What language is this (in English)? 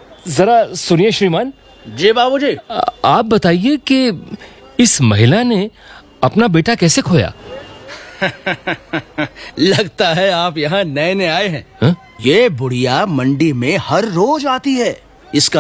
Hindi